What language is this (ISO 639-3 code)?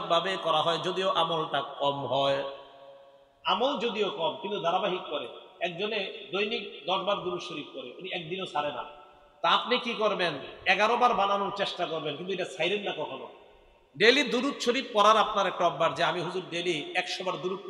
ben